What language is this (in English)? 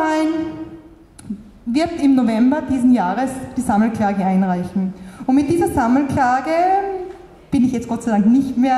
German